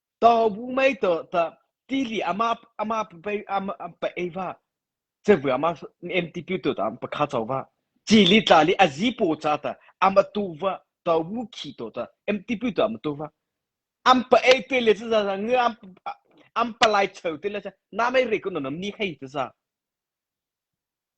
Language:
Mara Chin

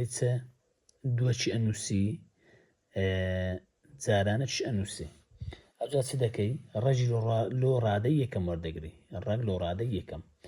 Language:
Central Kurdish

